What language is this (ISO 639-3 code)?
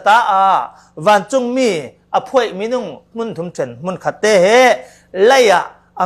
cfm